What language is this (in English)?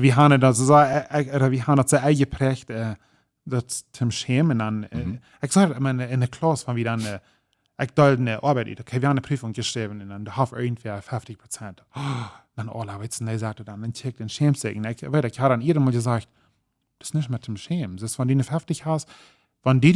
Plautdietsch